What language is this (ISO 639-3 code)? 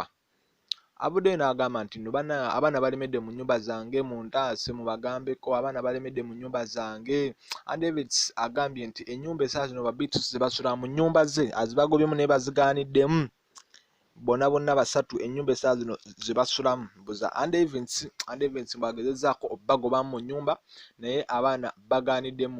lug